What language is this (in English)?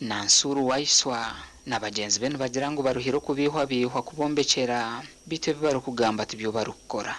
Nyankole